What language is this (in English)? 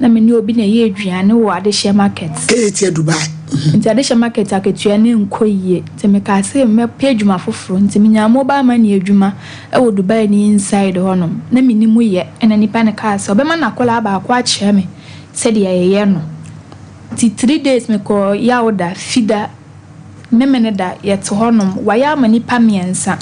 Akan